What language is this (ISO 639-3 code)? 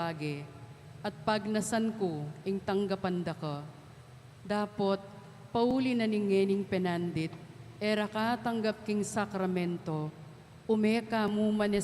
pam